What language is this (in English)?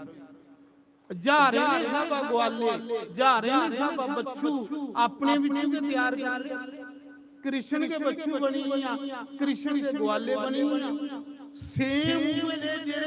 Dogri